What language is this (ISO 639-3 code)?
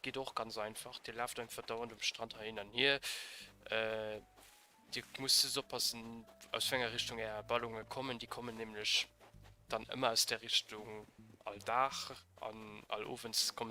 ltz